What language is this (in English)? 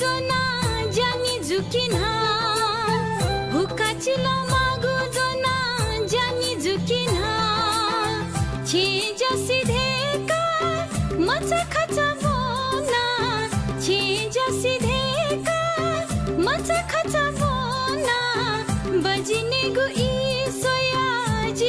Newari